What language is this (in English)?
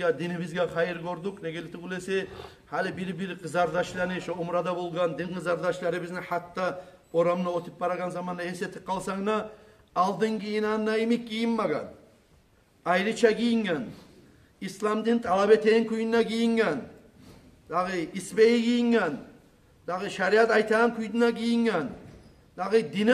Kumyk